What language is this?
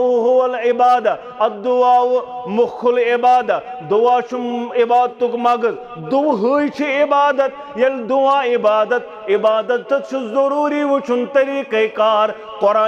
Kashmiri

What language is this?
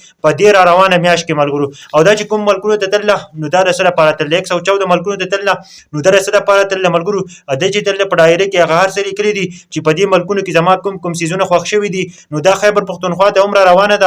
Pashto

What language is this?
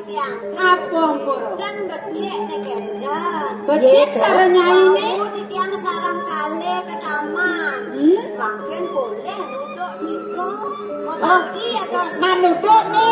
Balinese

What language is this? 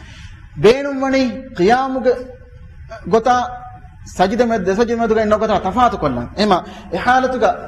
Divehi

